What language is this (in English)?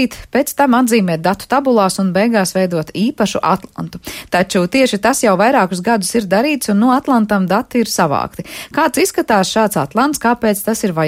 Latvian